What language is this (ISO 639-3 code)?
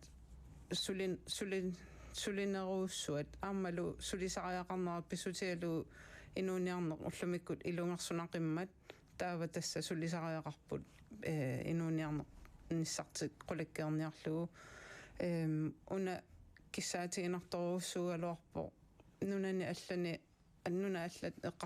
kal